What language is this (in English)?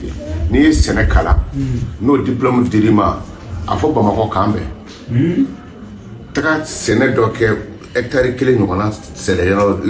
Bambara